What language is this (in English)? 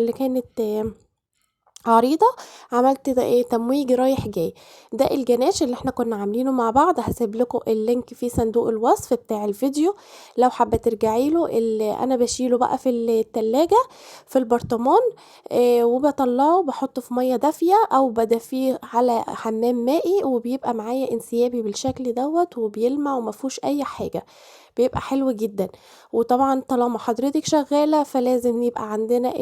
Egyptian Arabic